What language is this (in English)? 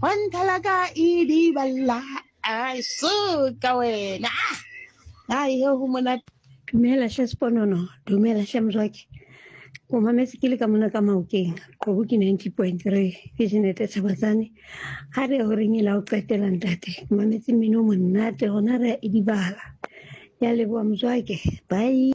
Southern Sotho